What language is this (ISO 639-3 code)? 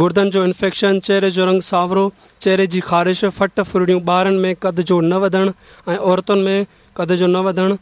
snd